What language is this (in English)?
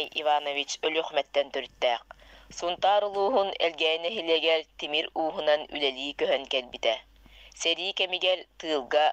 Yakut